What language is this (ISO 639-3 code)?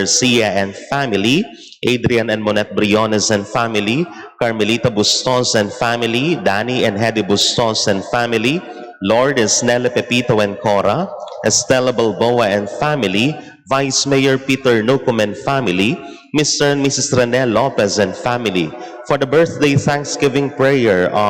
pam